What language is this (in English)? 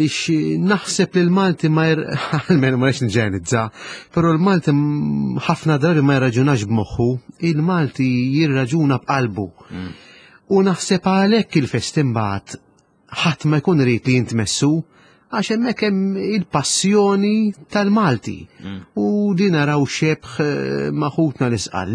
Maltese